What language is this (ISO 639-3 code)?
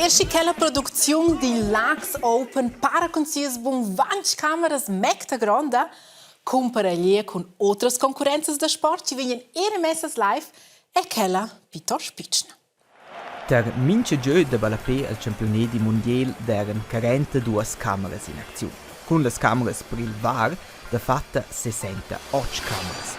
roh